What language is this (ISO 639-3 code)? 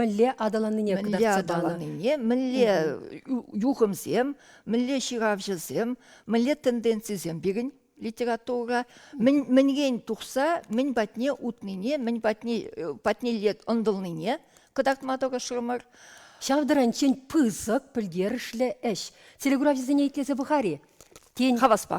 chv